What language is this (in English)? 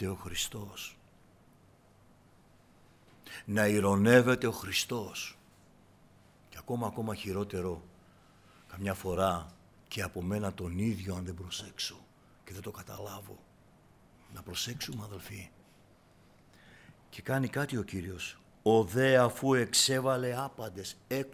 Greek